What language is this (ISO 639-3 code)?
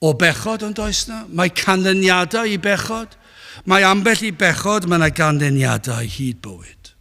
cym